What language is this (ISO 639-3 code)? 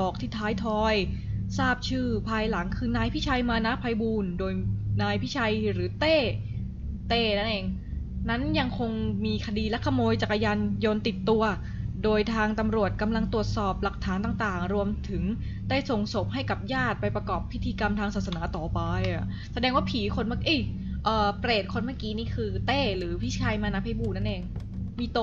tha